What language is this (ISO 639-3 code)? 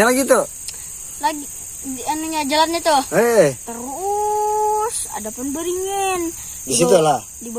bjn